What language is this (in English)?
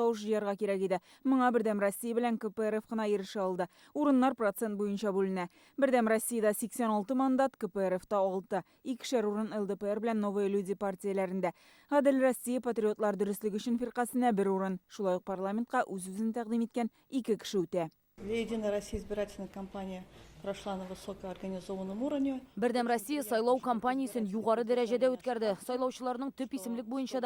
Tatar